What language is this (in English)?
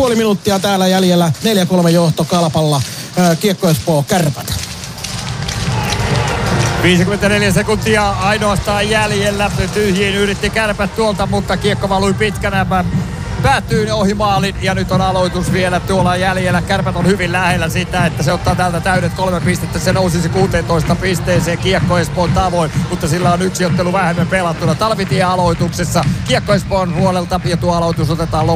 Finnish